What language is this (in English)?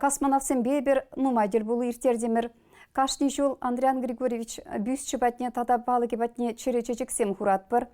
Chuvash